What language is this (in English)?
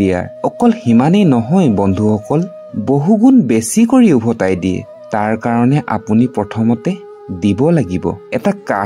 Assamese